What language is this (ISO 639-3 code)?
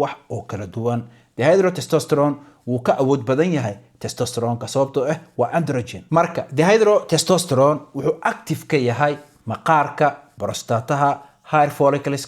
som